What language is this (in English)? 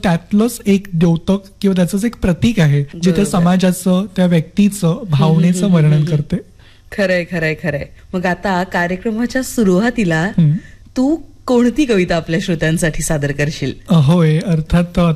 Marathi